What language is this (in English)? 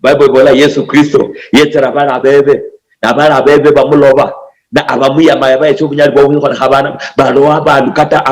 Luyia